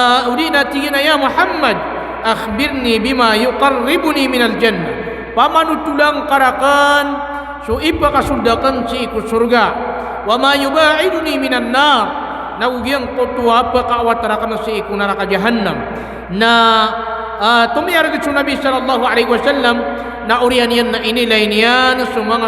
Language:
Maranao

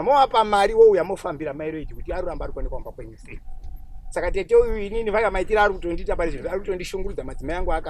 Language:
Shona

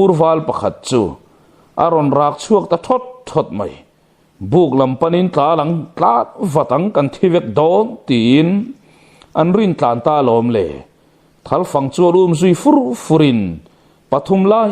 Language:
Mizo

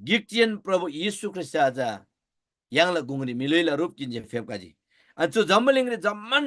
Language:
Eastern Tamang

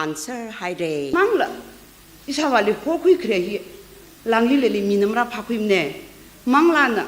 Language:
Tangkhul Naga (India)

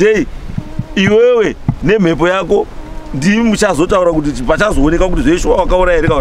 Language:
Shona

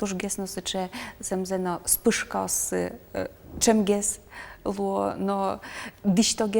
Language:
Udmurt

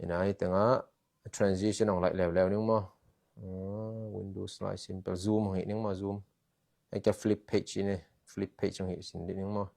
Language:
Tedim Chin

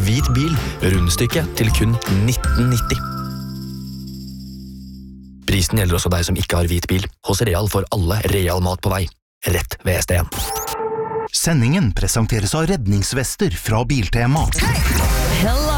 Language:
Norwegian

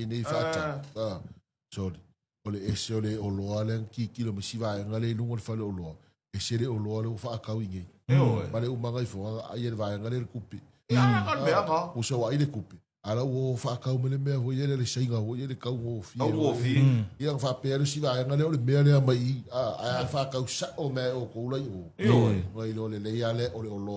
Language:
Samoan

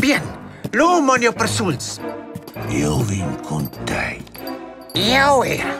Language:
Romansh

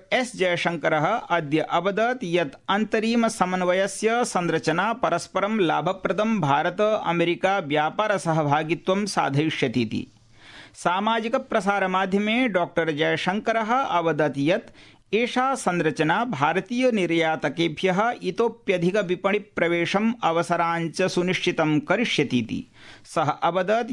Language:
Sanskrit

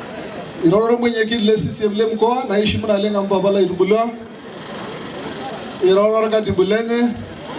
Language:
Swahili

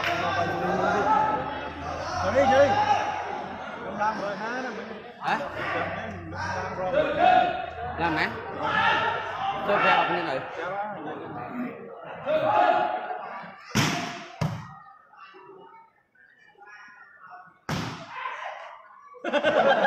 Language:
Vietnamese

